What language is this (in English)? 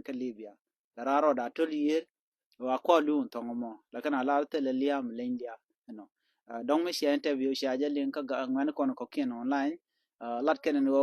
Nuer